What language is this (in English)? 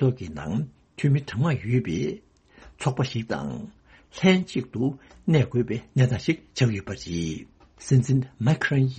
Tibetan